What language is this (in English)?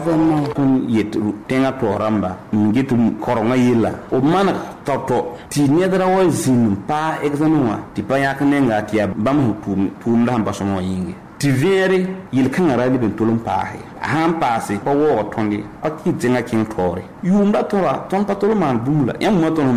Mossi